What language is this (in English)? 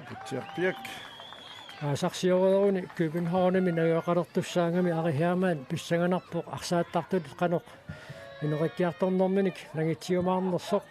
Kalaallisut